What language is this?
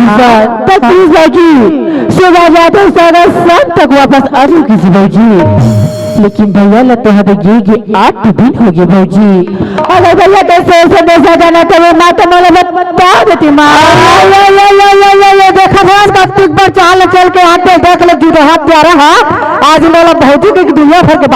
Chhattisgarhi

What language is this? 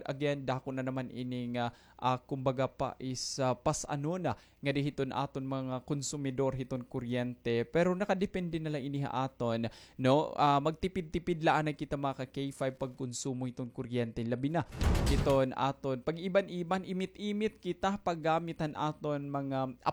Waray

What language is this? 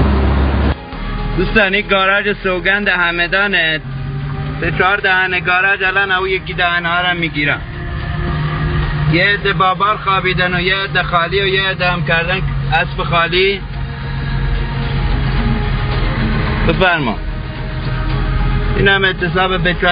Persian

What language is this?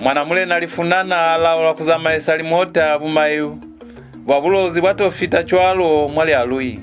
Lozi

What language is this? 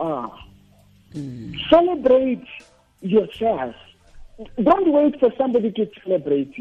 Tswana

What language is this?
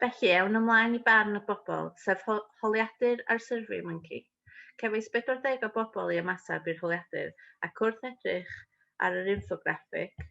Welsh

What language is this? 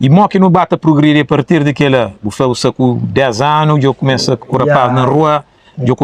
Kabuverdianu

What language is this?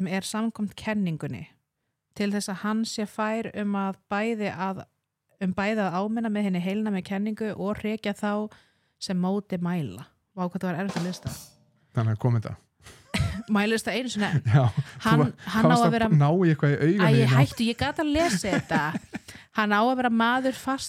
Icelandic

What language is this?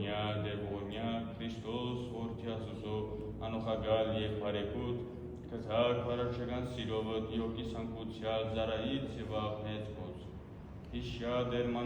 Western Armenian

